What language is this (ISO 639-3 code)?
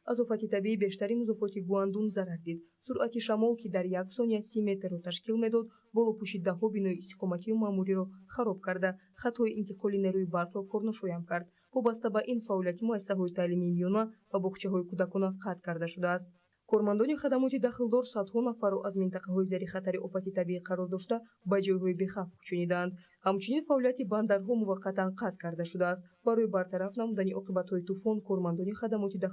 tgk